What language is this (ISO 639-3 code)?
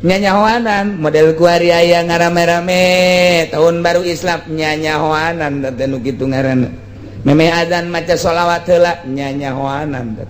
sun